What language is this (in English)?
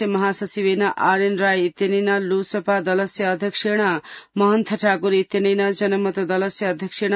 Sanskrit